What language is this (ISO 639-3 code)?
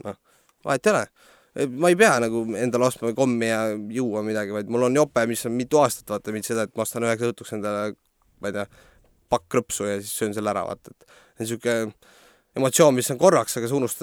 est